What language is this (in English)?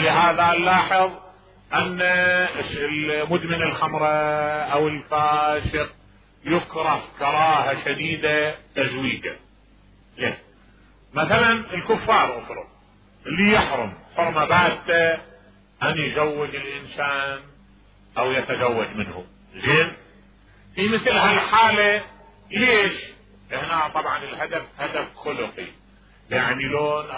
Mesopotamian Arabic